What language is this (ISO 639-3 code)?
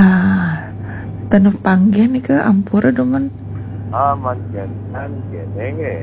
ban